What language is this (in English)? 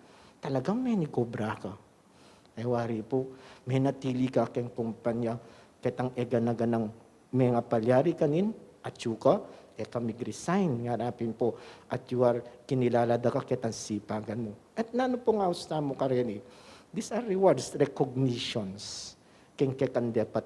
Pampanga